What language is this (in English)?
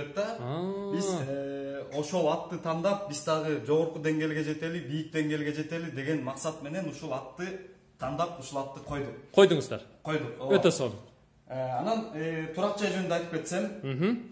Kyrgyz